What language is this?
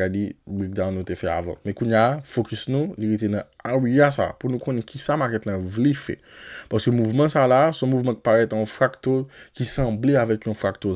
Haitian Creole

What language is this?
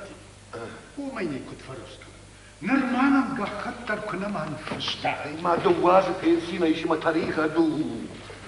Ossetic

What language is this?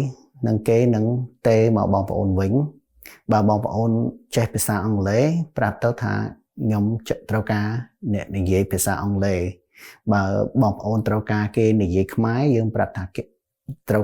Khmer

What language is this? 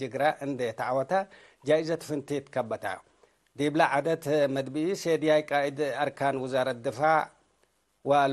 Tigre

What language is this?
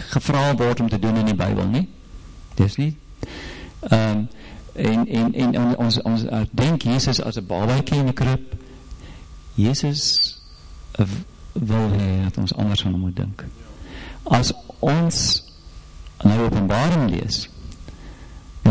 Afrikaans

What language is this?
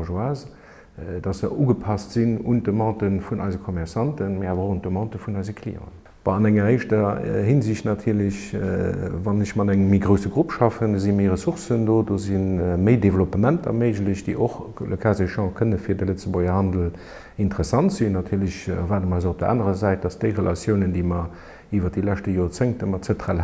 Luxembourgish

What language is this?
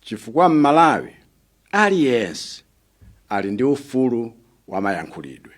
Nyanja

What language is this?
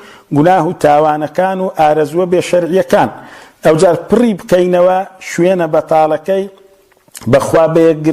Central Kurdish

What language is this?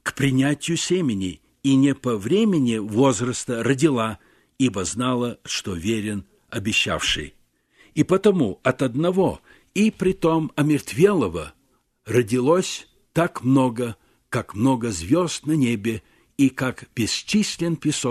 Russian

